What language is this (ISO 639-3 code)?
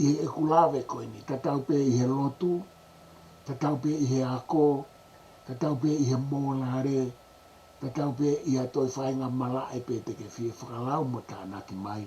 ton